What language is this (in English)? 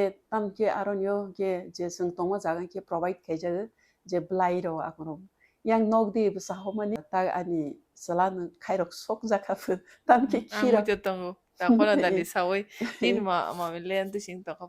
Kok Borok